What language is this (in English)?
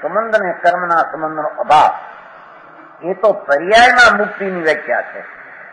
Gujarati